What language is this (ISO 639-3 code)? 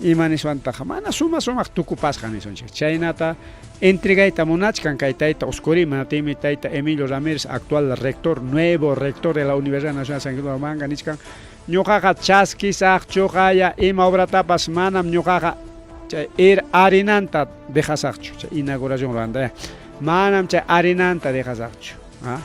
quy